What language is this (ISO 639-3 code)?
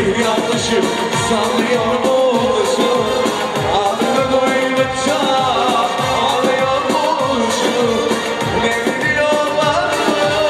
tur